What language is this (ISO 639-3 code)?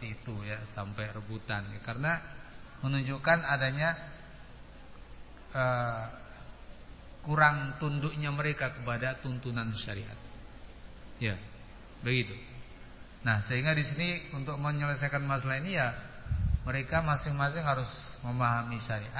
ind